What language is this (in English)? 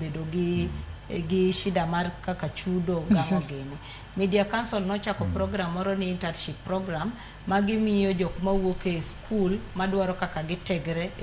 Luo (Kenya and Tanzania)